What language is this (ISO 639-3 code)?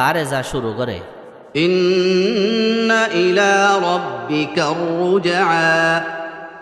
rhg